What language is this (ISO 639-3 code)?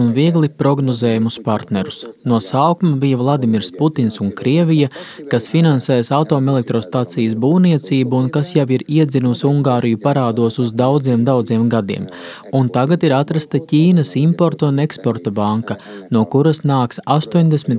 lav